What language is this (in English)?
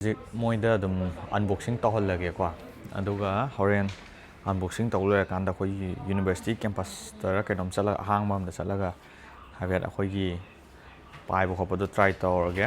Manipuri